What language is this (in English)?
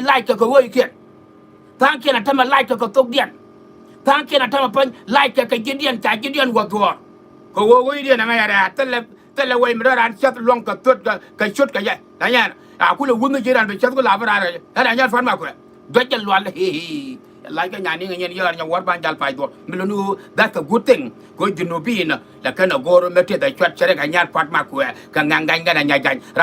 Nuer